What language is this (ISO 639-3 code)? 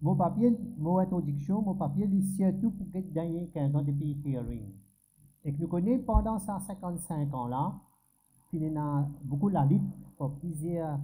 mfe